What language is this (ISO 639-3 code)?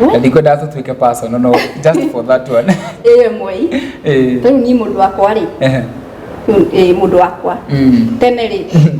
kik